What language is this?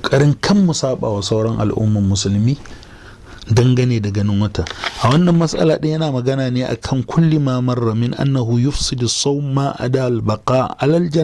Hausa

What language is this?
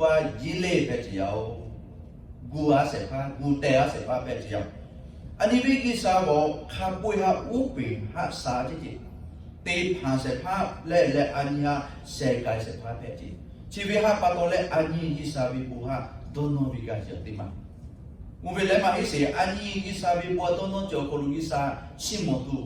Lahu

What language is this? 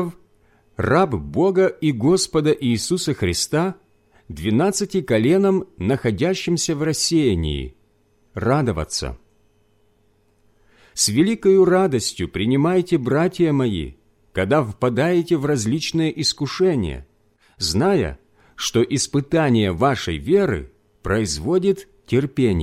Russian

